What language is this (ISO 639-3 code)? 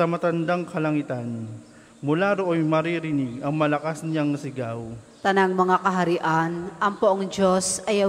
fil